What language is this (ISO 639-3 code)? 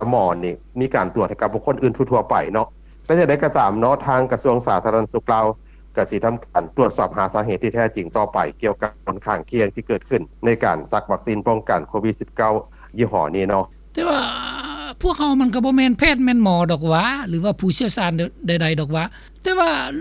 lao